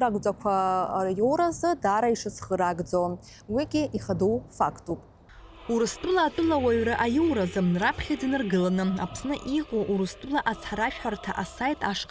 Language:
Abkhazian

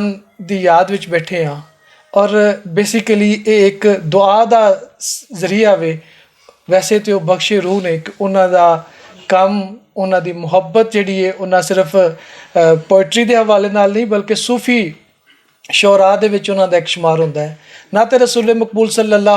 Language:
Western Panjabi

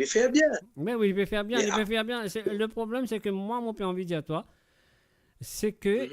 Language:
Morisyen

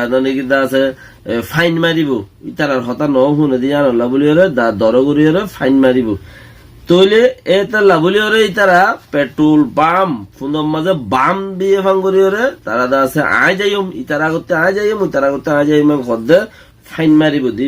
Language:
Rohingya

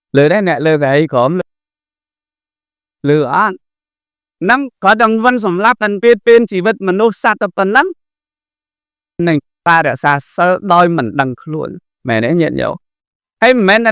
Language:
Khmer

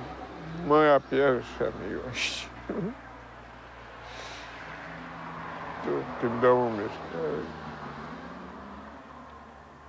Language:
Polish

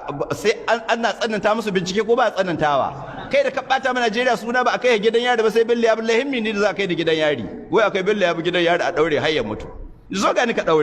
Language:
Hausa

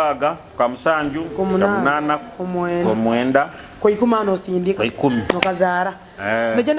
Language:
Nyoro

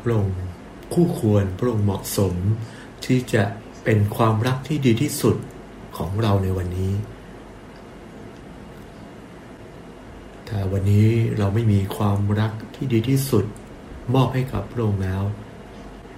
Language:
Thai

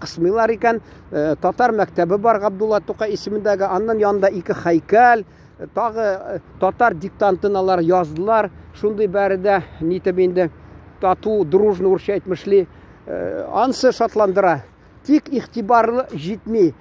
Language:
Tatar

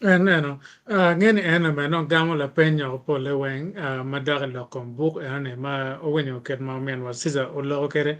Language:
Acoli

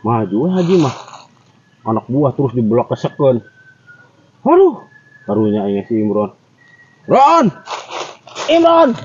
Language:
Sundanese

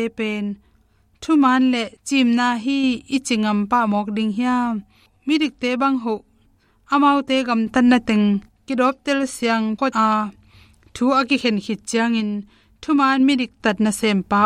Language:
Tedim Chin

